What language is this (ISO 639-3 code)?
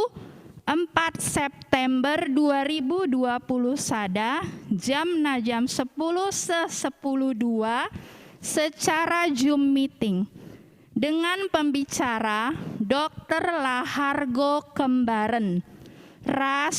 btx